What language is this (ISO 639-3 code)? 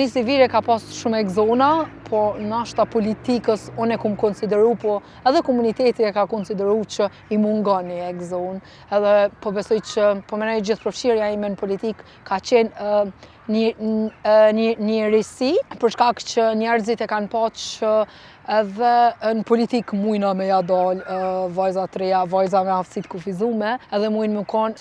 sqi